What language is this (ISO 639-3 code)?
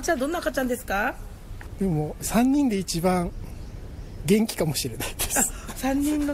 jpn